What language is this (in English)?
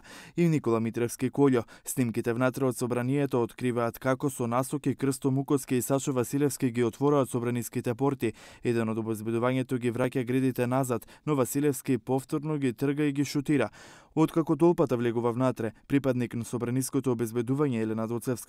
Macedonian